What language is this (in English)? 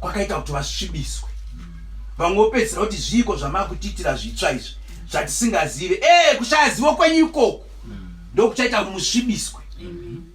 Shona